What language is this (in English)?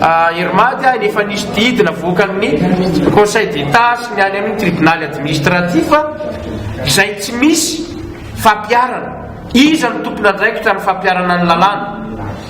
Malagasy